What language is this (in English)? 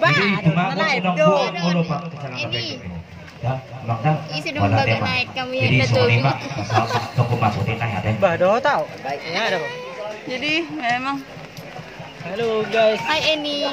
Batak Toba